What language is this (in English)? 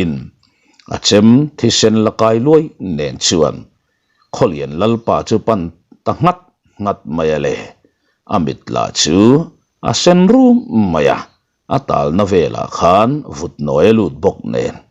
Mizo